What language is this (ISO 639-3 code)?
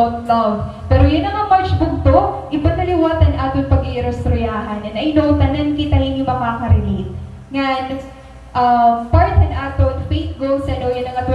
war